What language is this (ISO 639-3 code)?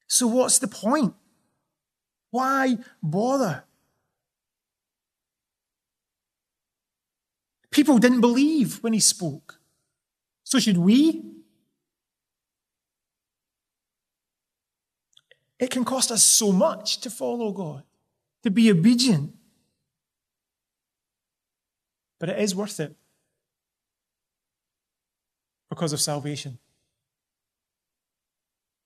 eng